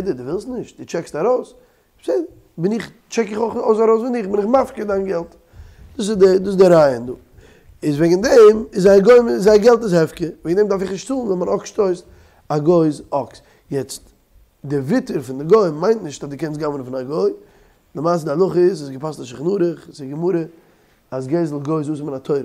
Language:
Yiddish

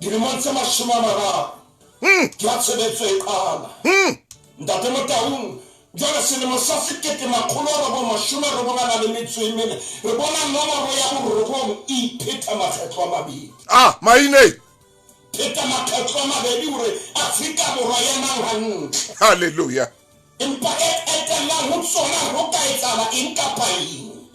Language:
Southern Sotho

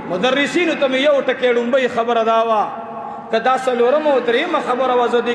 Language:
Pashto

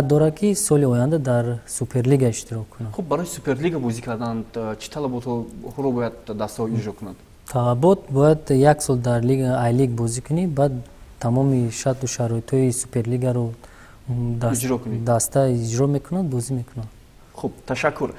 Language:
Tajik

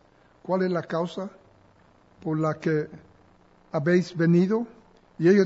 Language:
Spanish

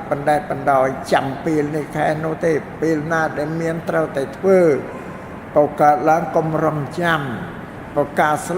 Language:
Khmer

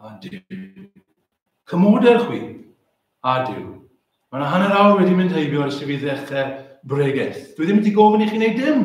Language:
Welsh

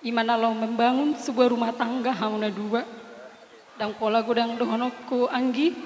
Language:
Batak Toba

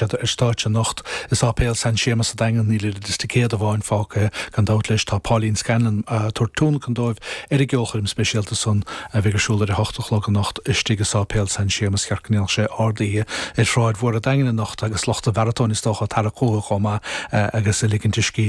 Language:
Irish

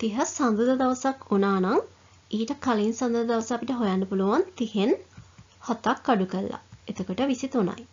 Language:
Sinhala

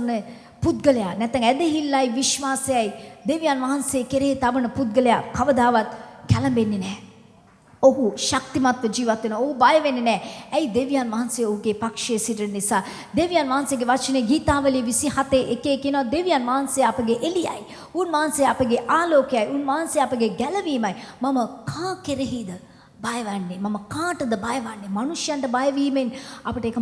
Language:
Sinhala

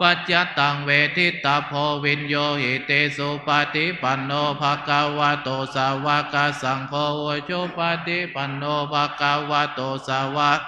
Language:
Pali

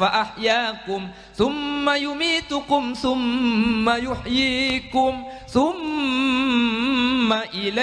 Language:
Madurese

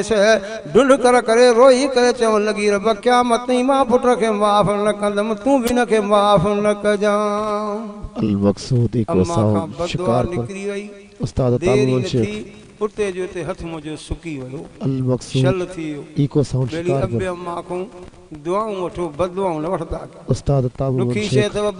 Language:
Sindhi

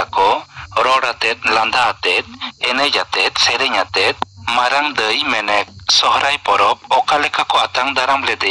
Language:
Santali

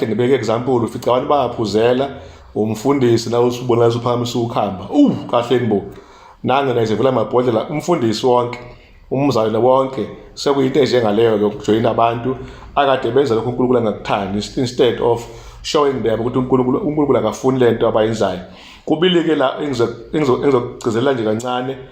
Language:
Zulu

